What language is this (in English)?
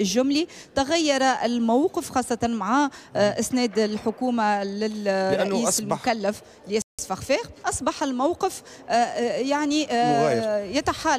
Tunisian Arabic